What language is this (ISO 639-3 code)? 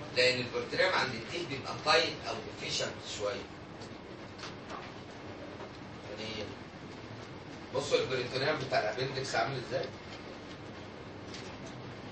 arz